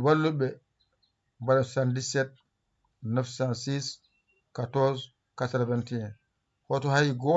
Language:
Fula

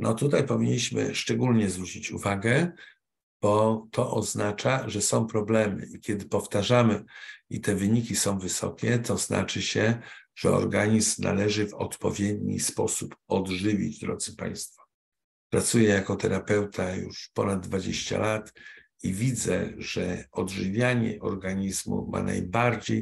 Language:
Polish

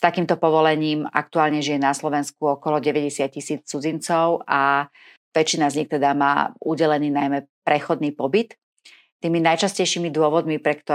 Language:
Slovak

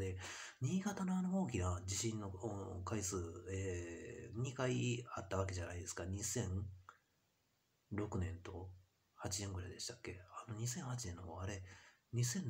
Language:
Japanese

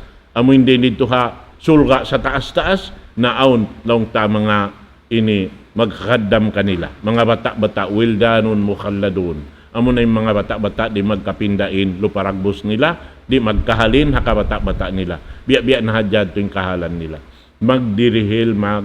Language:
Tausug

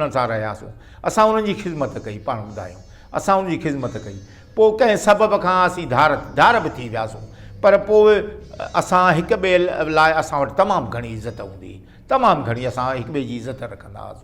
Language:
Sindhi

